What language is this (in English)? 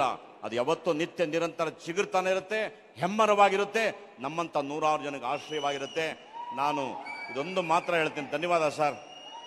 Kannada